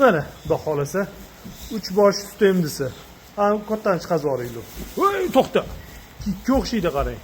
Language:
Uzbek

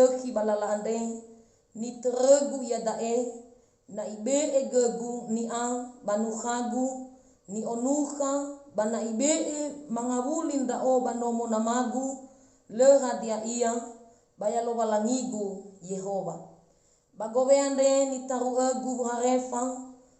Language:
Nias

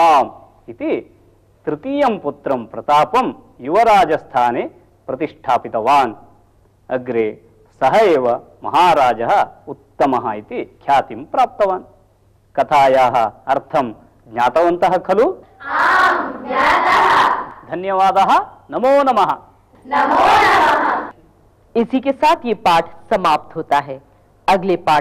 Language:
Sanskrit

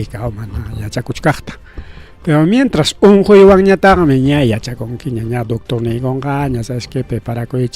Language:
Ayacucho Quechua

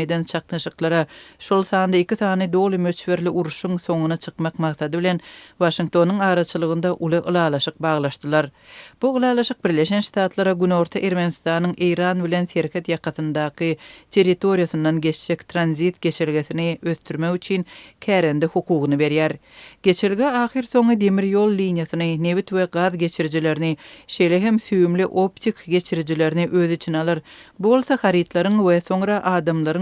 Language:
Turkmen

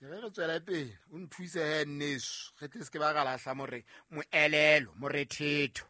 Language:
Southern Sotho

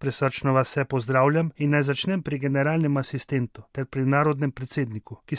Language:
Slovenian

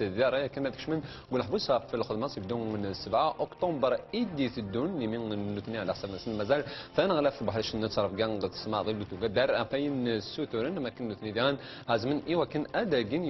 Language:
Kabyle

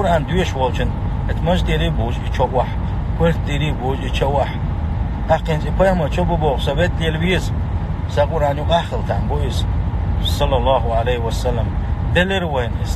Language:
Chechen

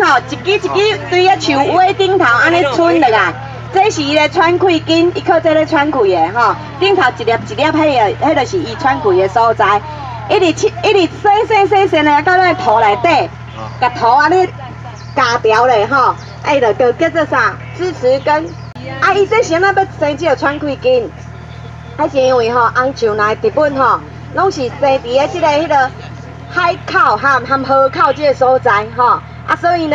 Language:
Min Nan Chinese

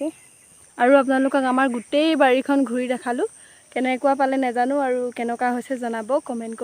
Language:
Assamese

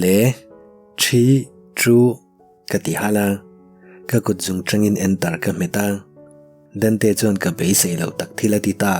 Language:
Mizo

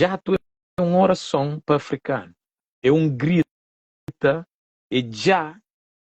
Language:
Kabuverdianu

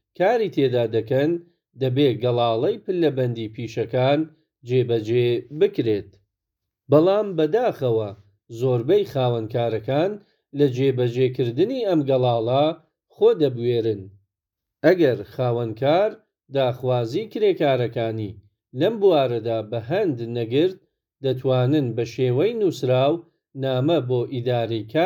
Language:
Central Kurdish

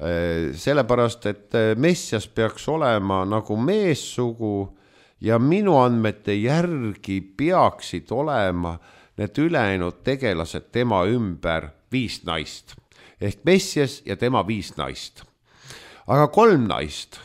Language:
Estonian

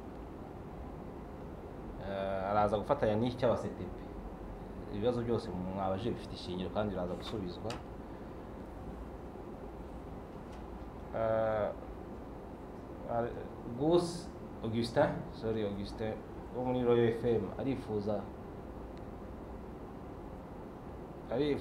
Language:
Kinyarwanda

